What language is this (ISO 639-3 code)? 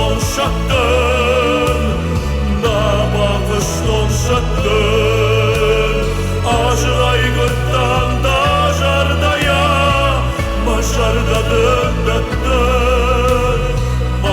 oss